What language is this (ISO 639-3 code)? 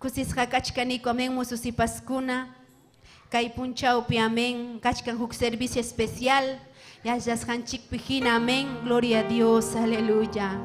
quy